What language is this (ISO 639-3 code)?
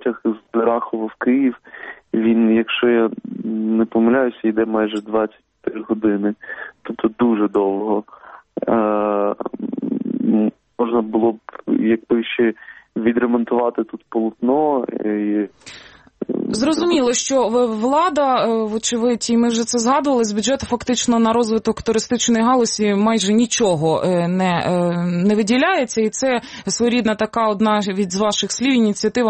ukr